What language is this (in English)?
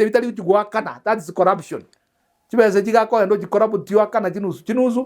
Gusii